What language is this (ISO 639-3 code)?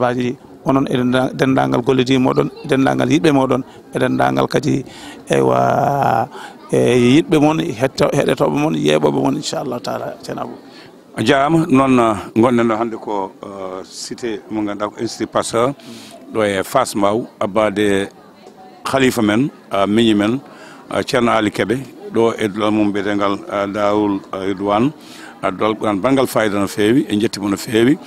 ful